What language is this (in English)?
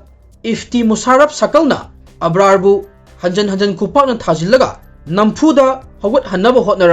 Manipuri